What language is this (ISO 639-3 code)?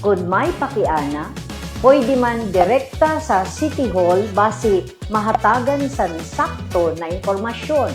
war